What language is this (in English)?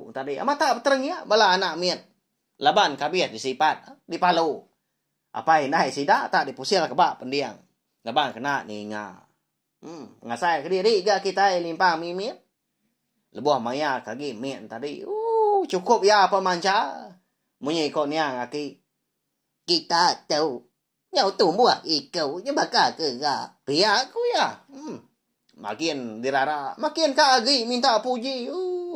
Iban